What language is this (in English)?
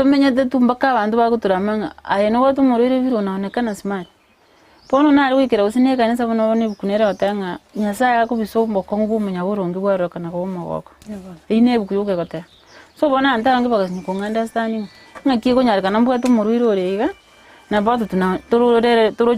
Gusii